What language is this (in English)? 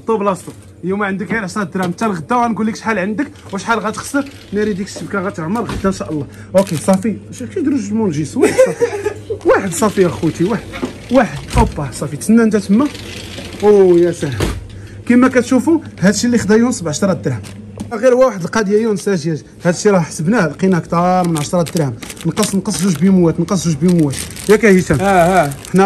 Moroccan Arabic